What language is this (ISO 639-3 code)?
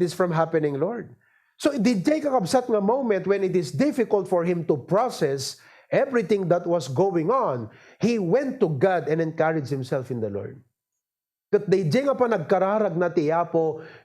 ilo